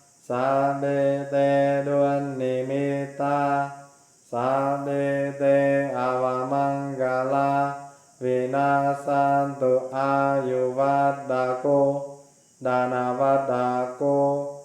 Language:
Pali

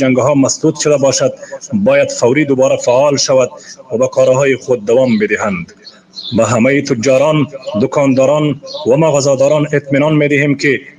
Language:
Pashto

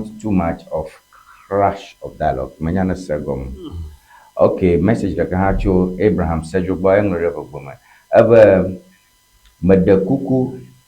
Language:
Ewe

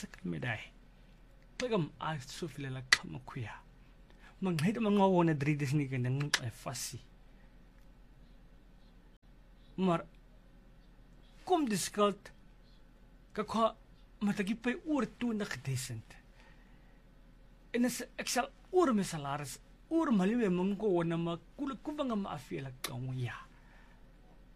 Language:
Afrikaans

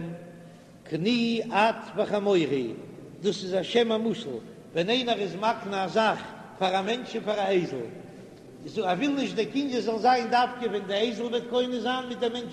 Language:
Yiddish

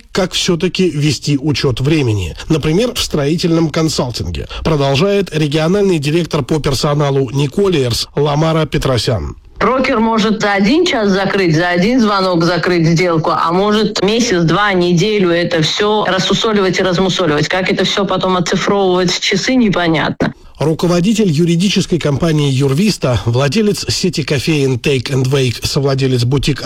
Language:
Russian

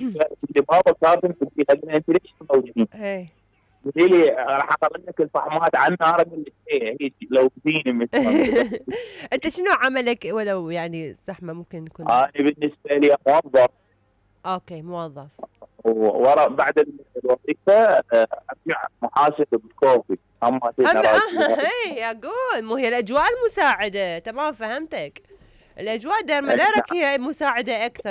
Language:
Mesopotamian Arabic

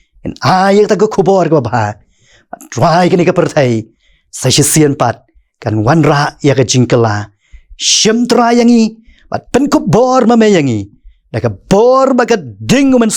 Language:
Khasi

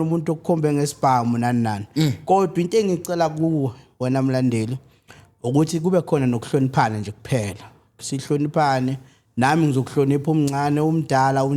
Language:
Zulu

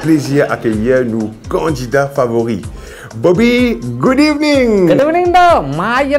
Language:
Morisyen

